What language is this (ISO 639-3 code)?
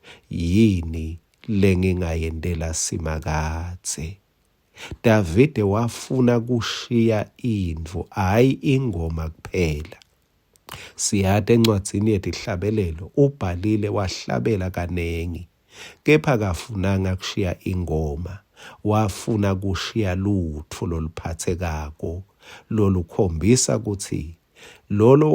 ssw